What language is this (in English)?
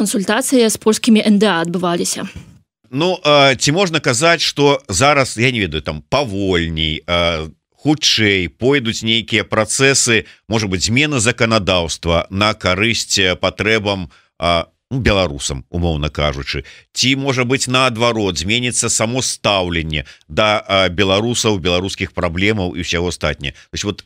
Belarusian